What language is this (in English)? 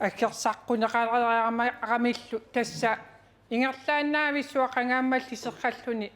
Kalaallisut